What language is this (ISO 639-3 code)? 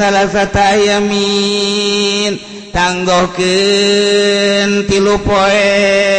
sun